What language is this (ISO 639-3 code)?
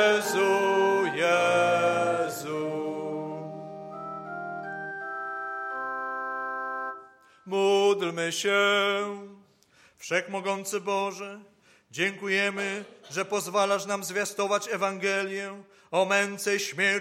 pol